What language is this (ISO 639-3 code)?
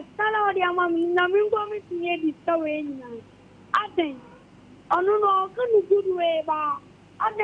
aka